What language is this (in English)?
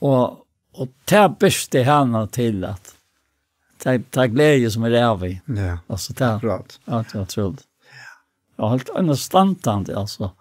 Faroese